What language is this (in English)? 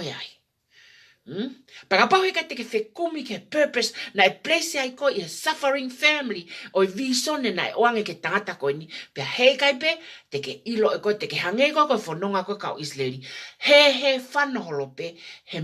Tongan